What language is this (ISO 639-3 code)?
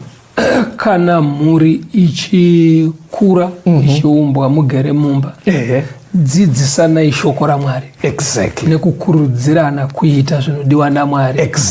sna